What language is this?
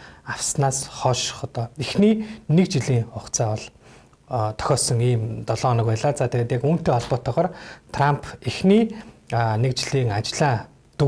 Mongolian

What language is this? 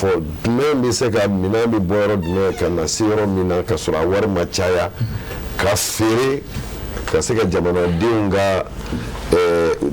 Bambara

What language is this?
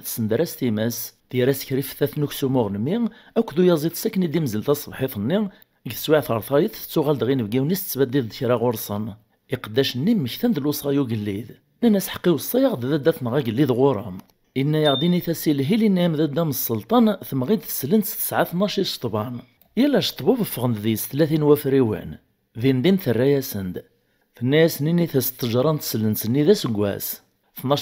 Kabyle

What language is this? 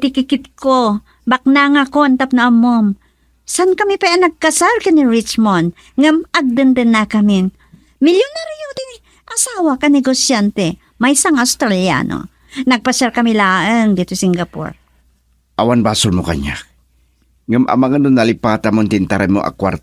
Iloko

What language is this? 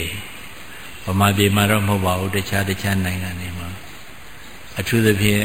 Burmese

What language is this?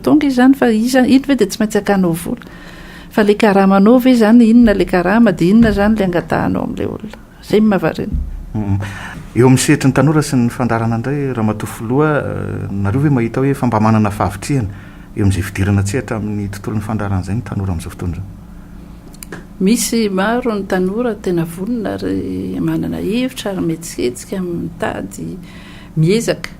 Malagasy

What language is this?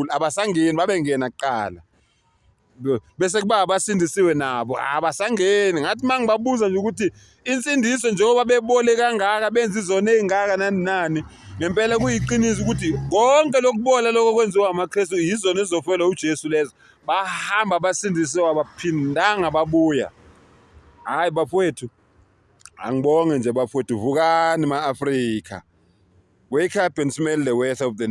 Zulu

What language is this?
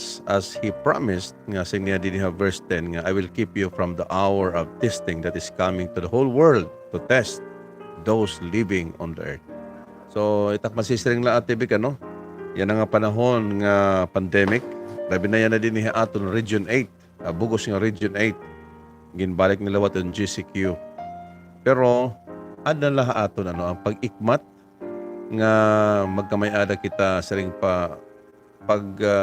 Waray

